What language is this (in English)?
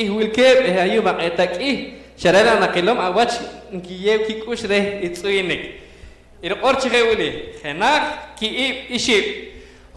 Poqomchi'